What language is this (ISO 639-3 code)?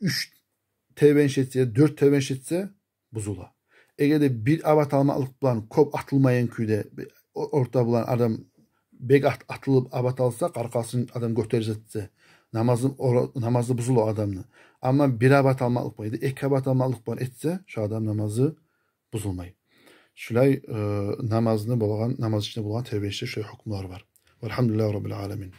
kum